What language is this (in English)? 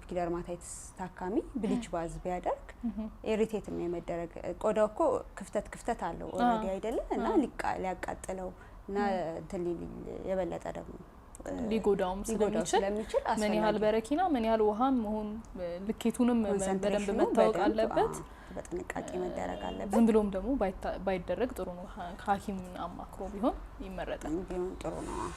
Amharic